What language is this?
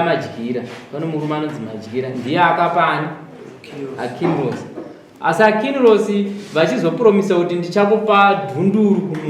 Shona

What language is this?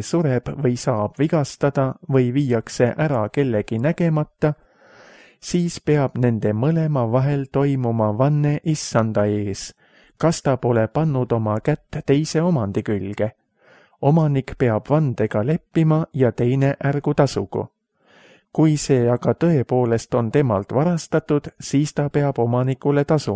Estonian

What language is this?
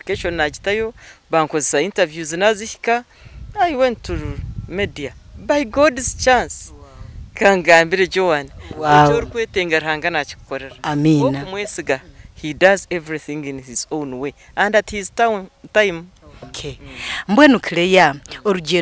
Nyankole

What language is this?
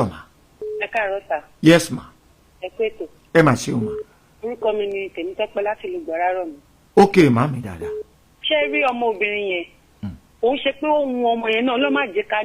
Yoruba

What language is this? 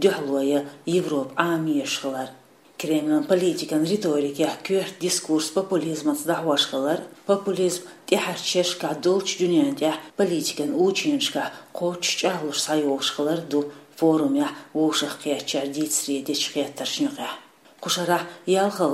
Chechen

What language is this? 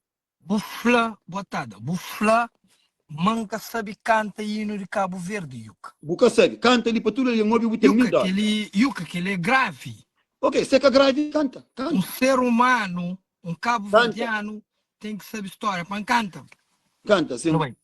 Kabuverdianu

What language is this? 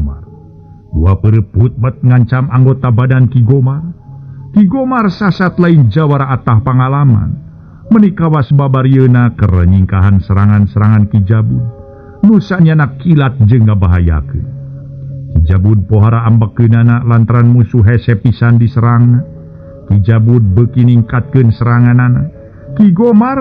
Sundanese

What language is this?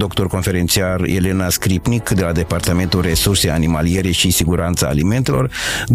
Romanian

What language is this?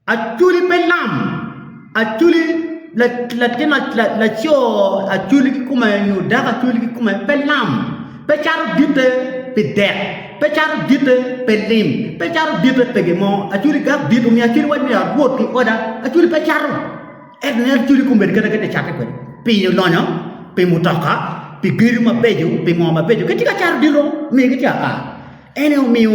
Acoli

